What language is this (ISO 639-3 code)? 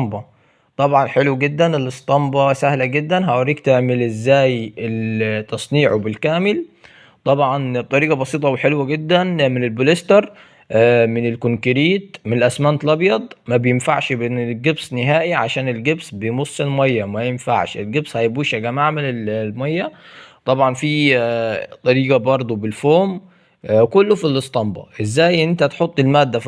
arz